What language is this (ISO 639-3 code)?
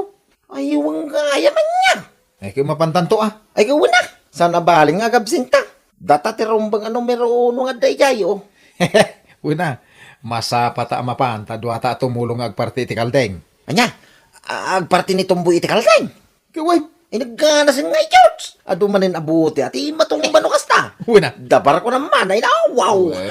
ilo